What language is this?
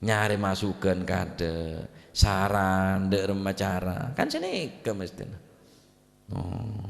Madurese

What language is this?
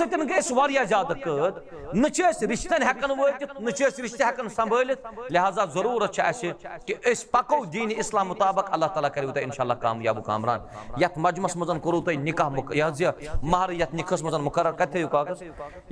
Kashmiri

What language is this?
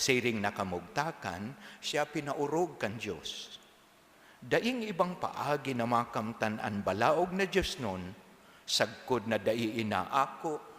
Bikol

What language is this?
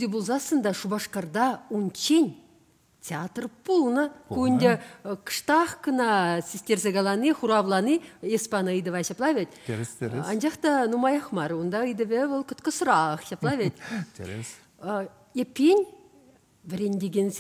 Chuvash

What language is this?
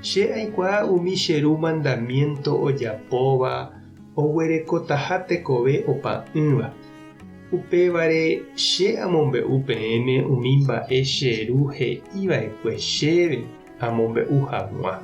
Guarani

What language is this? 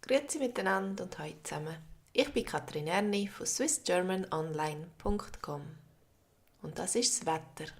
Swiss German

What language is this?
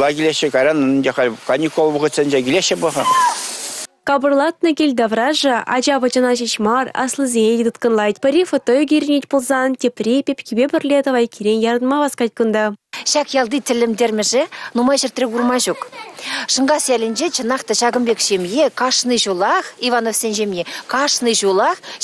Chuvash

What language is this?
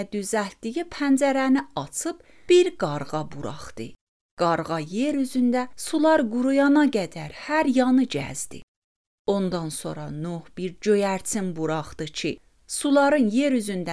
Azerbaijani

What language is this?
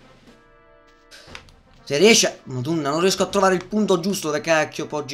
Italian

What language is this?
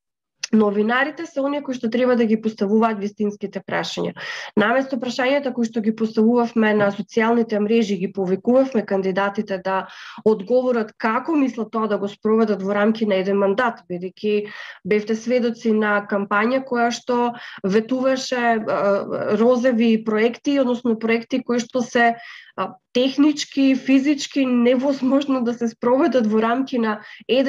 Macedonian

